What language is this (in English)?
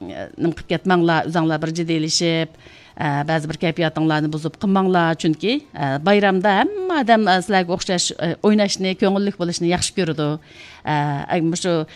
Uyghur